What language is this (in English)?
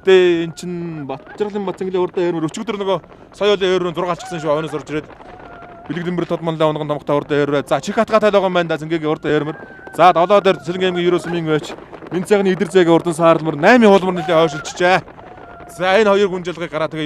Mongolian